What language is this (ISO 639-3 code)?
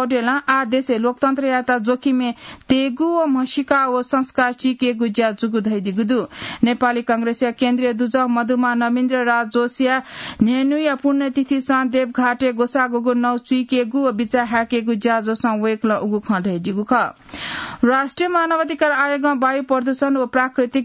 new